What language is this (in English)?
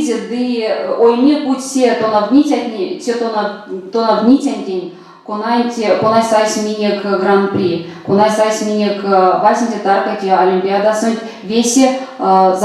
Erzya